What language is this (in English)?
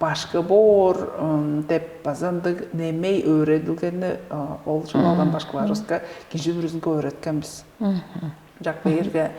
Tuvinian